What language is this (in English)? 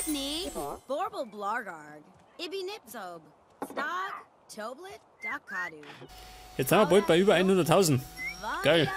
Bavarian